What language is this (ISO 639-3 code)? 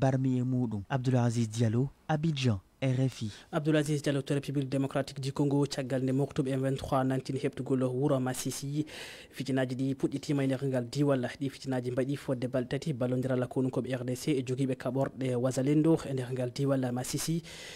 ful